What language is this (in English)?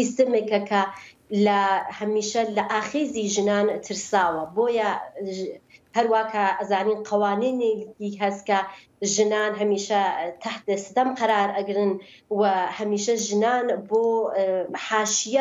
Central Kurdish